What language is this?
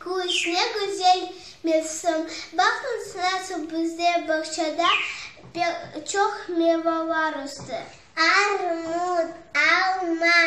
Crimean Tatar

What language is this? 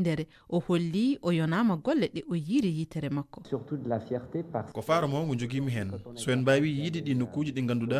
Fula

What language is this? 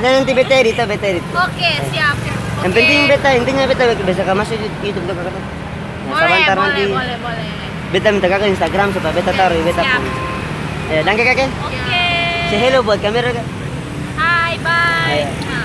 Ambonese Malay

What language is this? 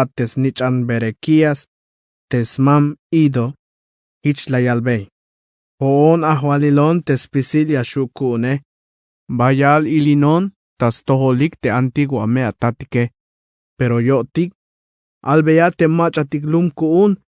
Tzeltal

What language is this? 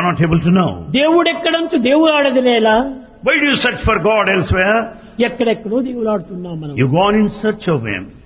Telugu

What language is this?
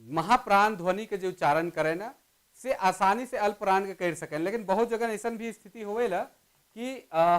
Sadri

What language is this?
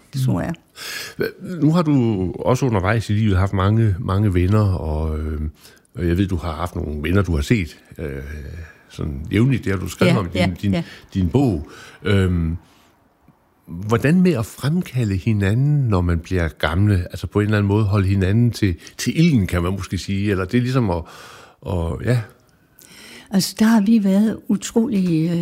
Danish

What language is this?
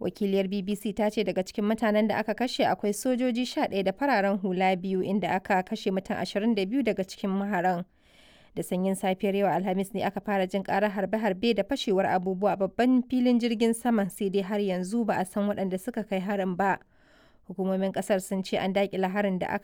Hausa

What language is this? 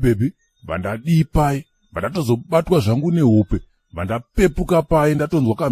Shona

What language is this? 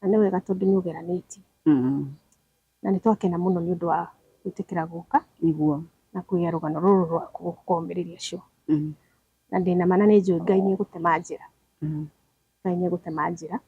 Kikuyu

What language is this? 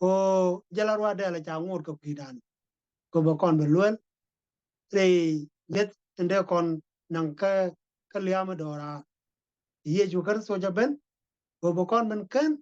Nuer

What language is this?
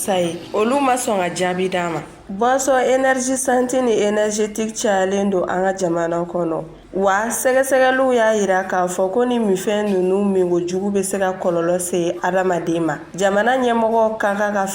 Bambara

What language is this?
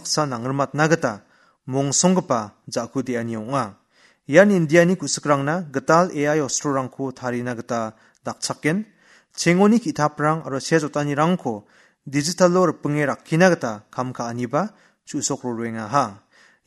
Garo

